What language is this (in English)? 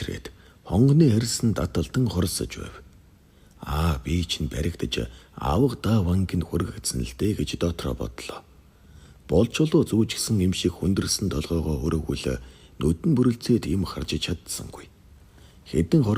Mongolian